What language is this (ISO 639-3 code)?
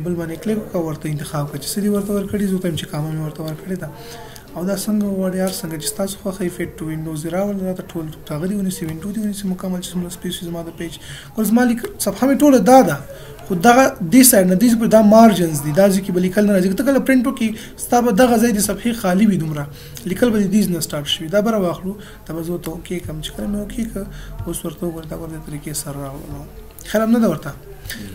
pus